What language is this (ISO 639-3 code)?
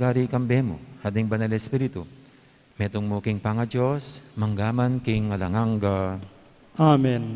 pam